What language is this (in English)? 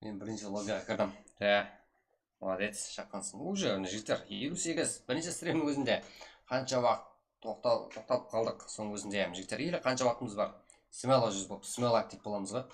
Kara-Kalpak